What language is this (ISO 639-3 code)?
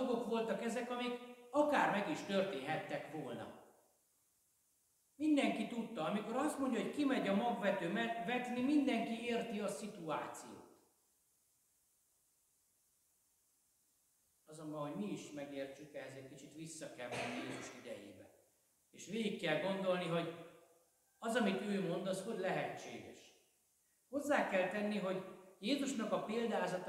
hun